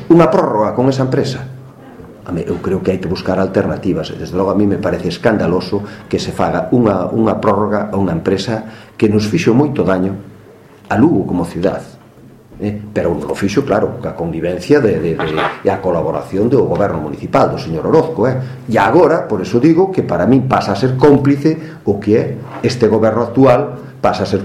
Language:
Galician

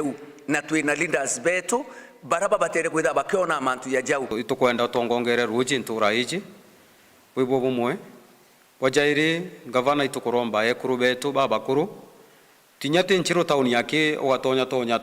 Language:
Meru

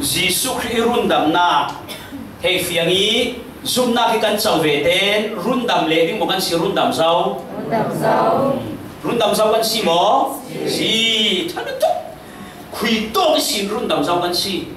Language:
Falam Chin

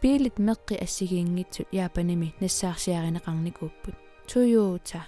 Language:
Kalaallisut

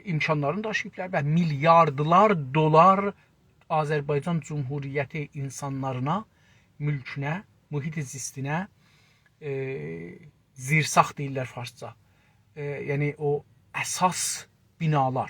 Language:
South Azerbaijani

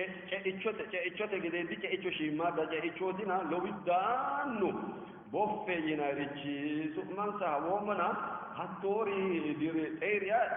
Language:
Sidamo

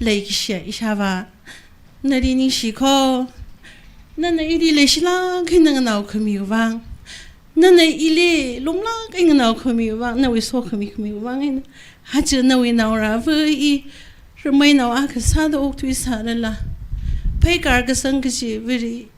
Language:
Tangkhul Naga (India)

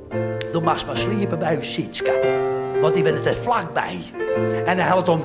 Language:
Western Frisian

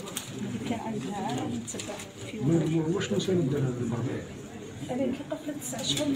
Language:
Algerian Arabic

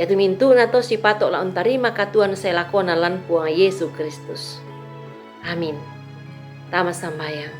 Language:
Toraja-Sa'dan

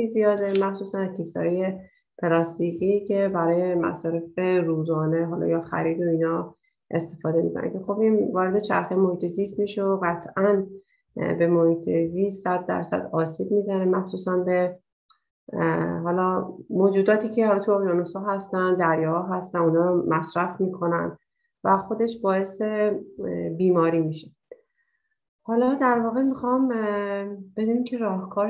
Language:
Persian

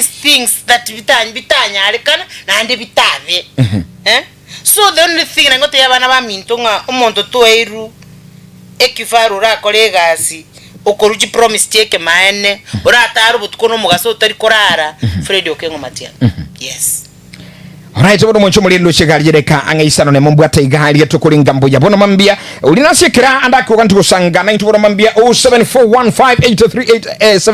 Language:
Gusii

